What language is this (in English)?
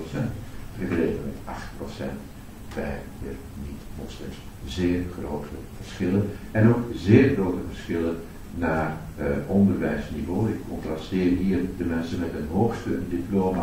Dutch